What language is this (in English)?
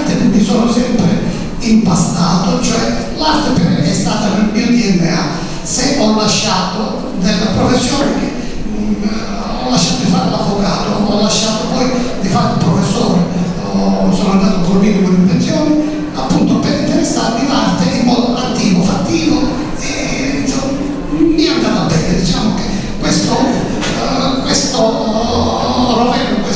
Italian